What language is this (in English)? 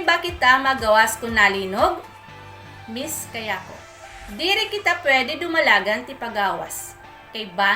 Waray